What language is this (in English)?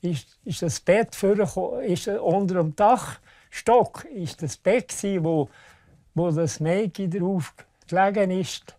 Romansh